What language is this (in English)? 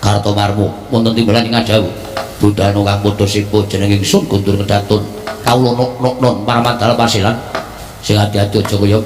Javanese